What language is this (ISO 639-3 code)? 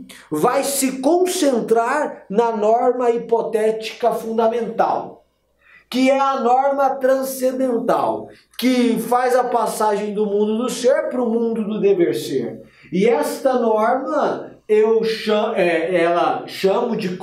por